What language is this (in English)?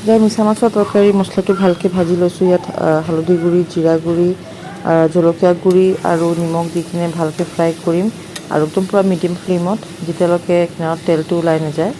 Assamese